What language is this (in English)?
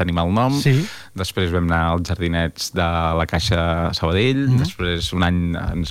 Catalan